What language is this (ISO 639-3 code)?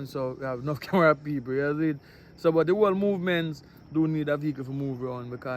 jam